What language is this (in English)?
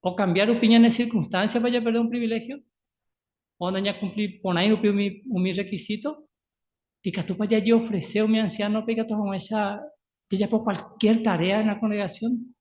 Guarani